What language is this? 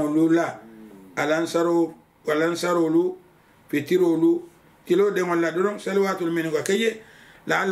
Mandingo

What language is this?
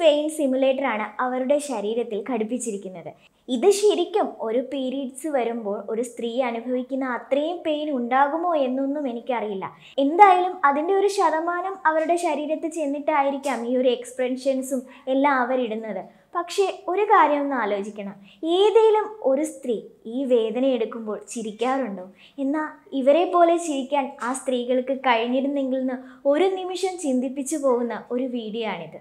Malayalam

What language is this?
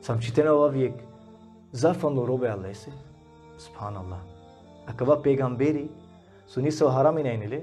Balkan Romani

